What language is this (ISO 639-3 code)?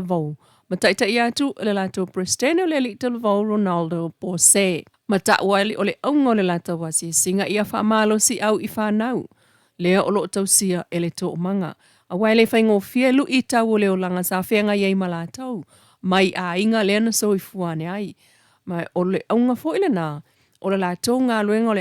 smo